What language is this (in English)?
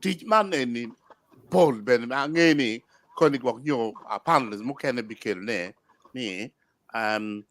Acoli